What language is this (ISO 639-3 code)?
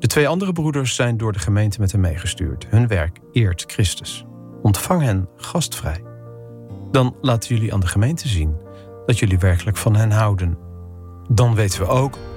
nld